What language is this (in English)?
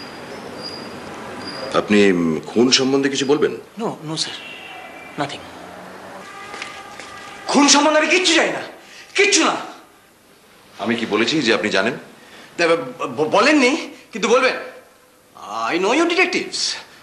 Bangla